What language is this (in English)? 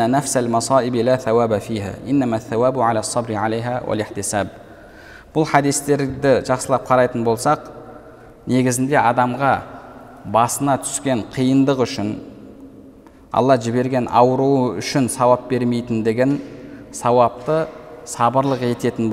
Kazakh